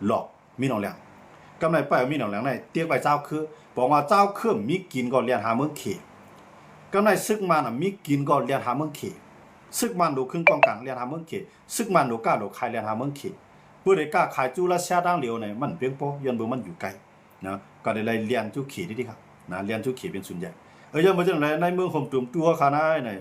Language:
Shan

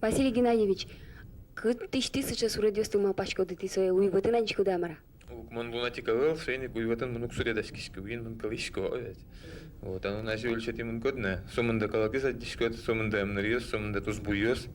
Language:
Udmurt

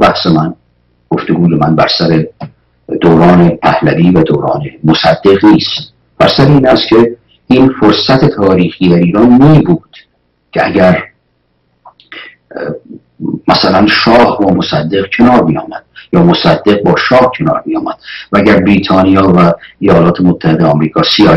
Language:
Persian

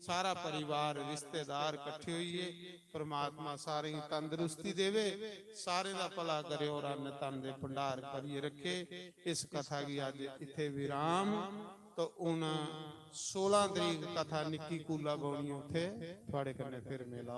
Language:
Dogri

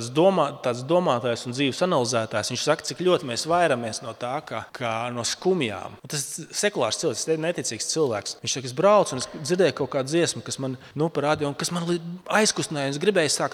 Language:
Latvian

